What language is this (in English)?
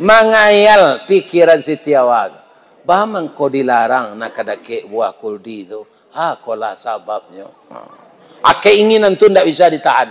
Minangkabau